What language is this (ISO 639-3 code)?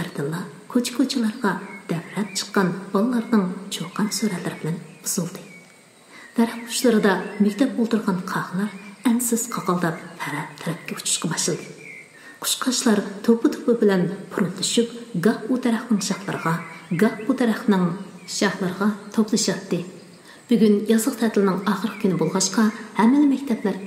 uig